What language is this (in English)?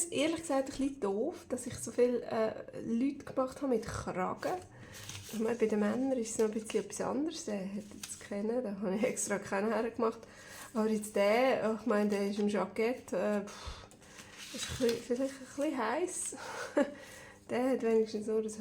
Swiss German